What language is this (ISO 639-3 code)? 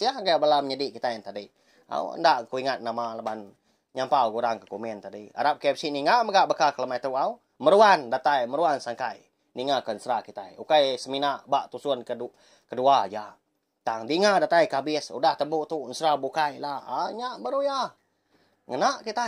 iba